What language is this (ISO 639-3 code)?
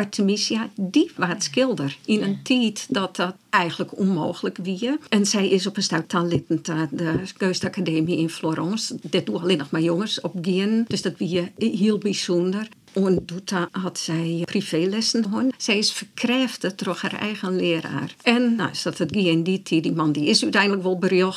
fry